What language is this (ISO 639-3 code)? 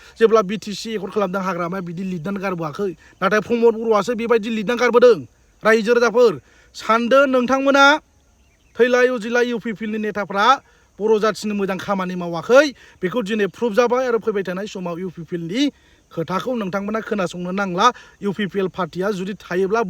brx